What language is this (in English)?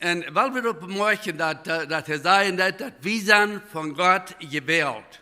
Plautdietsch